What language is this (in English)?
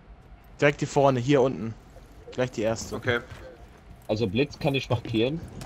German